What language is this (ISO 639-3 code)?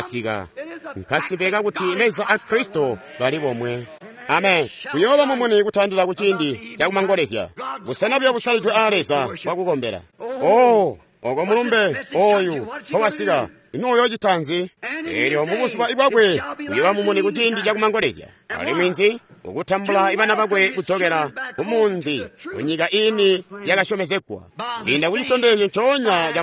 toi